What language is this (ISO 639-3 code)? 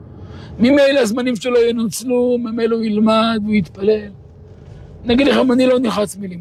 heb